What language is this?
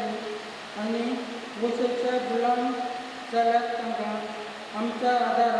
Konkani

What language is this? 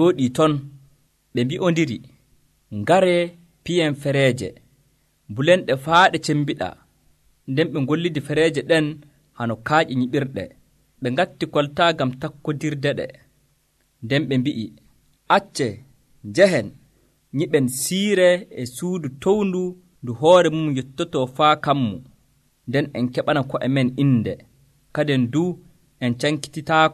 Nigerian Fulfulde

